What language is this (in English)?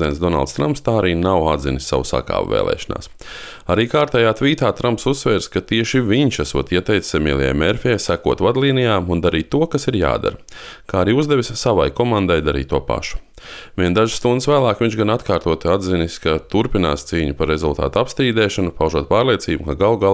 Latvian